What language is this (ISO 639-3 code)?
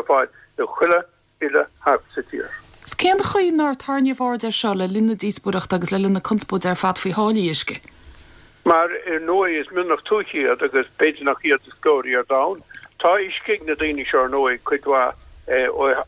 gle